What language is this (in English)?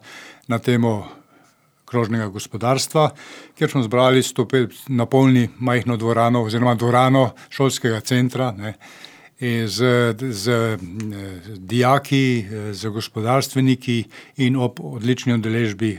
Slovenian